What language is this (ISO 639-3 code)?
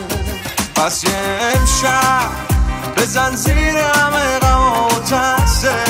fas